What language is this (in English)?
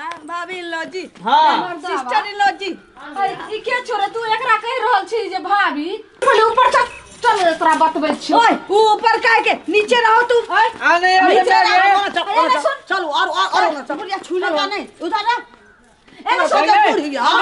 Maithili